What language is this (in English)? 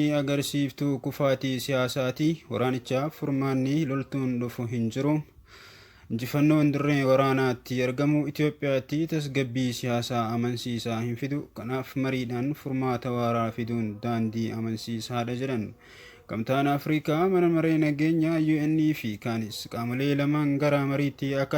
Oromo